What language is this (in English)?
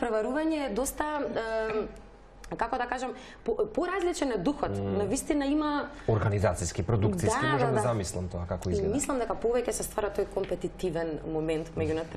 Macedonian